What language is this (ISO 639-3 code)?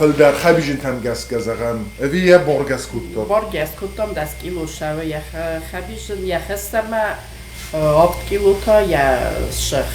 oss